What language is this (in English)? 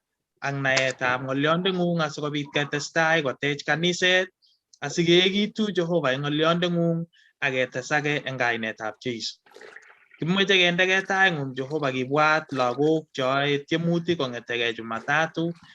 Kalenjin